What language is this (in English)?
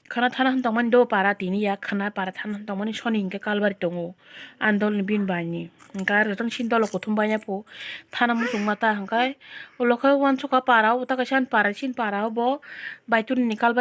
Kok Borok